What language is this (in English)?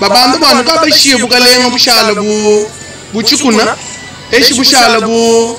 Luba-Lulua